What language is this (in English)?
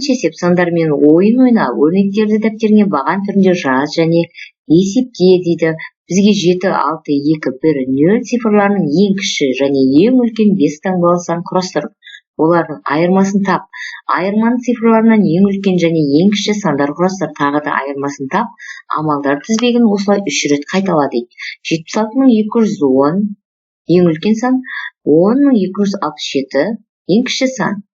Kazakh